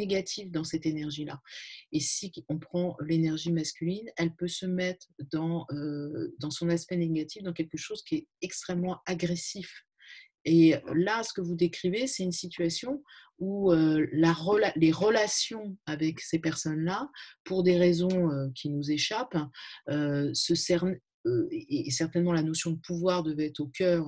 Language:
French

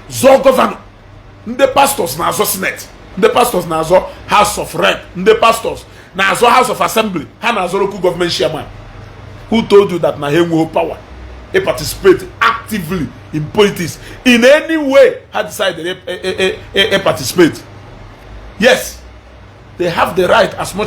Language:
Igbo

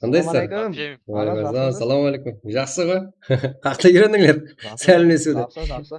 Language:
Kara-Kalpak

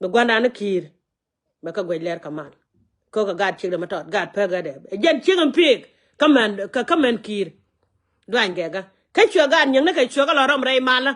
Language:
Nuer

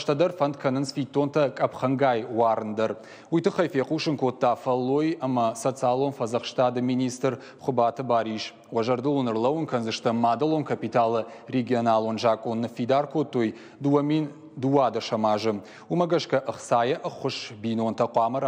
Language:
Ossetic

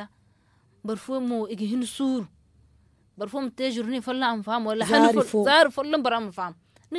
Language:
Zarma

